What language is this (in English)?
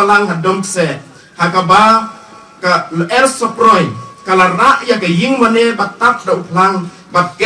Khasi